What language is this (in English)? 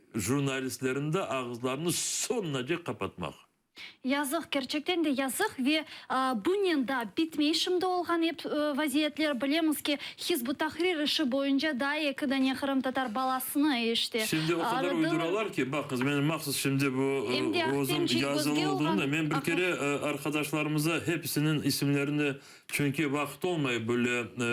Crimean Tatar